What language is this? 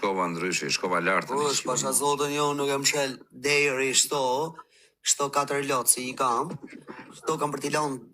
Albanian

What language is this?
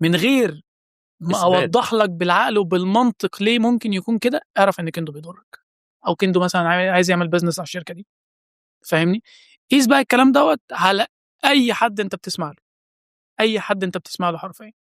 Egyptian Arabic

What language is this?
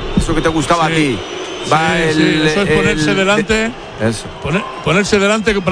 Spanish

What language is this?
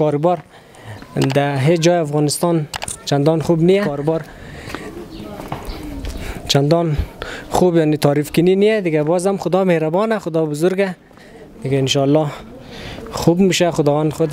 Persian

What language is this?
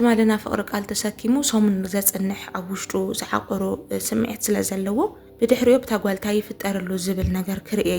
Tigrinya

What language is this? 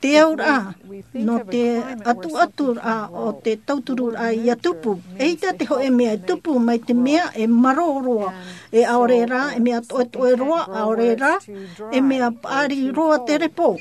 Tahitian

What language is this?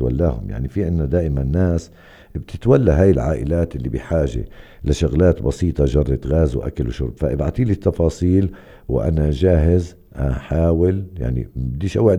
North Levantine Arabic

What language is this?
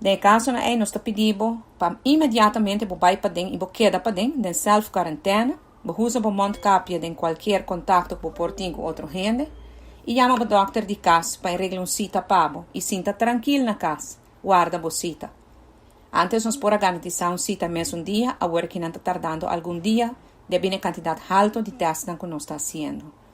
Papiamento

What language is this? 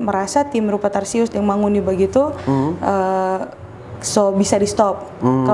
Manado Malay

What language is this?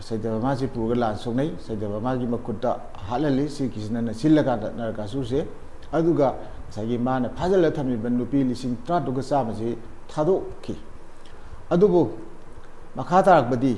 Manipuri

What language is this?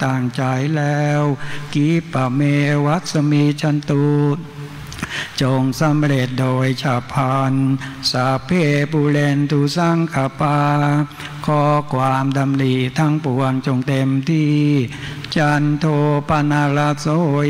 Thai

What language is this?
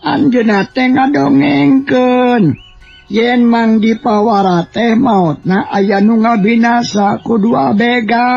Sundanese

